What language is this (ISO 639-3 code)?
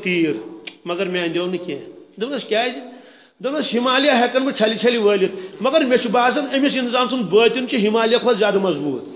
kas